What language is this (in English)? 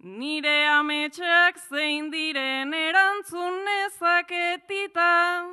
Basque